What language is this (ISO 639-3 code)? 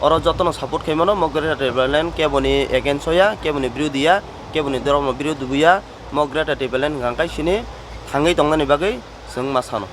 trp